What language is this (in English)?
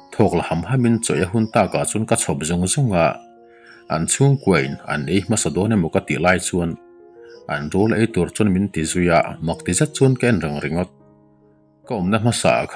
Mizo